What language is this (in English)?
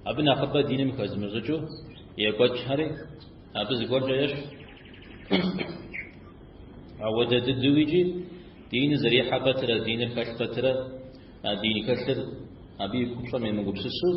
Kabardian